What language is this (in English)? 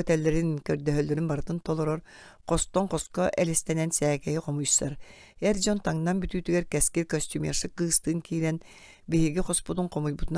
Yakut